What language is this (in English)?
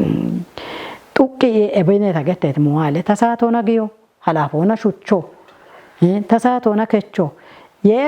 Kafa